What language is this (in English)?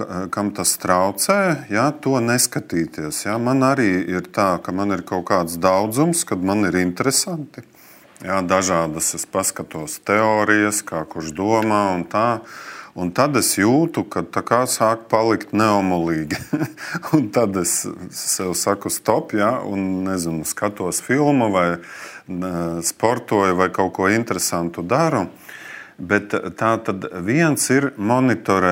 Latvian